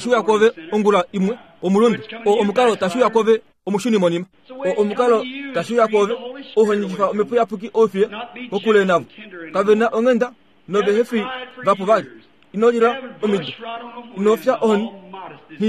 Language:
Kuanyama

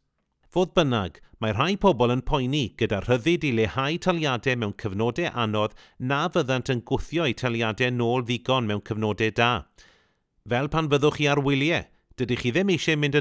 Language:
Welsh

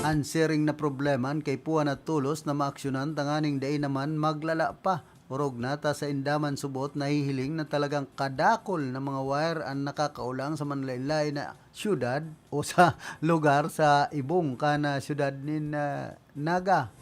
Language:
Bikol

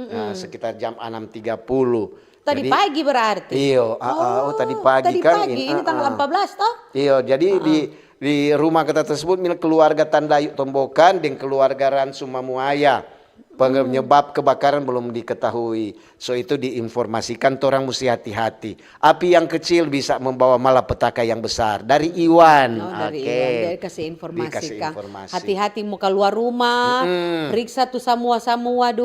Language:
Manado Malay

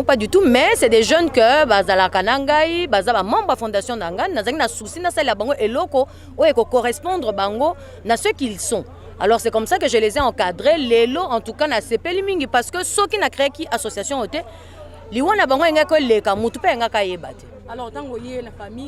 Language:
Lingala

